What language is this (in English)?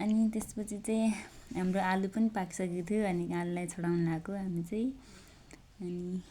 Nepali